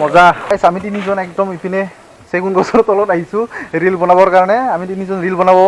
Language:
Assamese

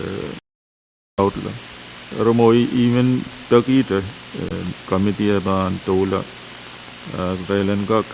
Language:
Pohnpeian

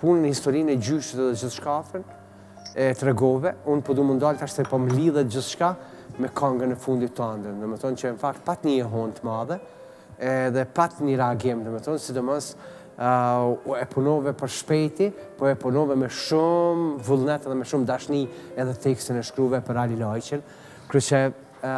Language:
Albanian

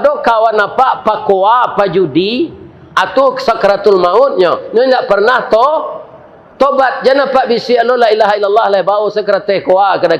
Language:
Minangkabau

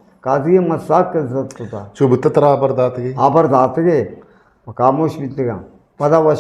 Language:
Eastern Balochi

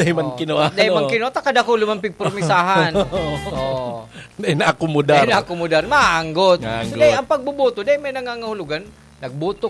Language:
Bikol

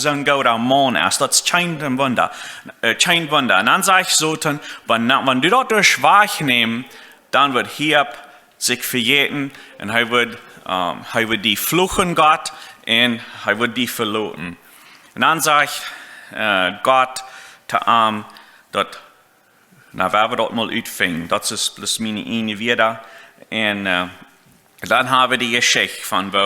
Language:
Plautdietsch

